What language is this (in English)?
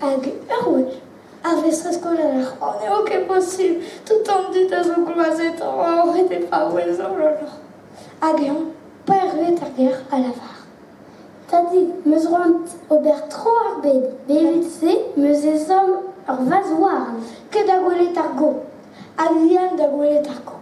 Breton